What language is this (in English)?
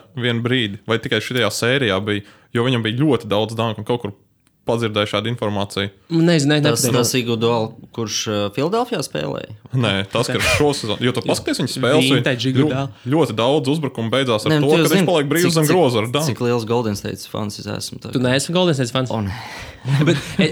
Latvian